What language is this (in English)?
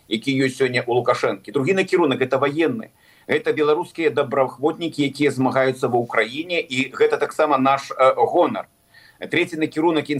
Belarusian